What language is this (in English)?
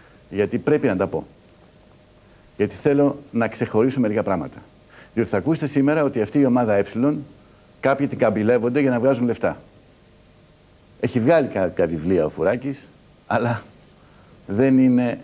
Greek